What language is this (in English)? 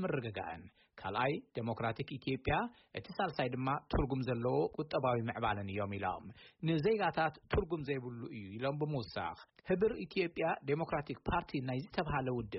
Tigrinya